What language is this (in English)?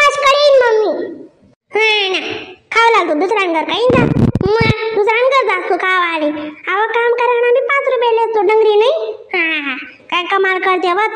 Khandesi